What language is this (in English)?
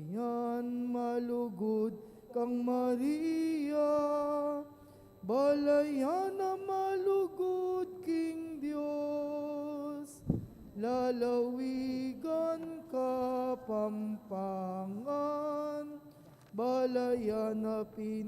Pampanga